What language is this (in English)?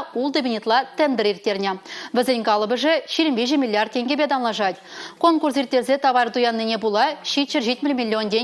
Chuvash